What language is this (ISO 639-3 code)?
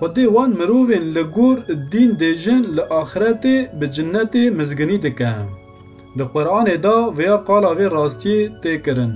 kur